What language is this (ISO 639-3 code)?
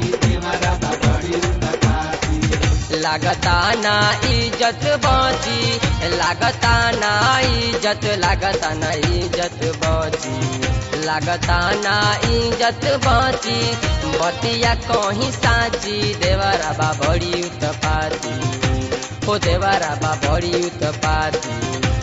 bho